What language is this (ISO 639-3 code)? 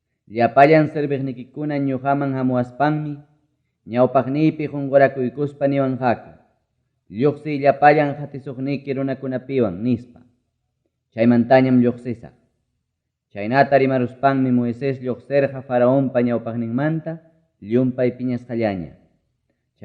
quy